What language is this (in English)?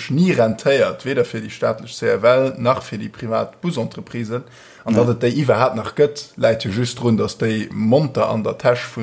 Luxembourgish